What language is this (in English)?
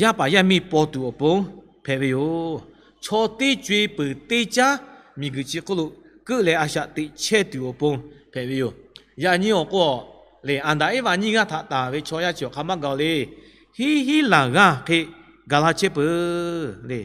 Lahu